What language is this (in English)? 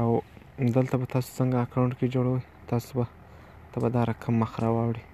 Pashto